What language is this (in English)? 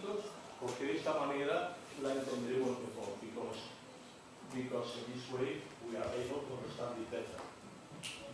Galician